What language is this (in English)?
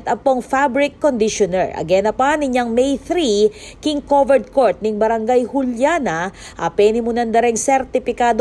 Pampanga